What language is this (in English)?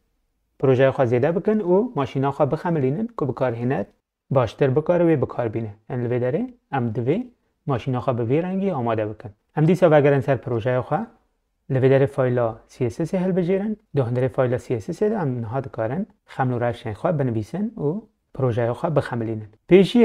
Kurdish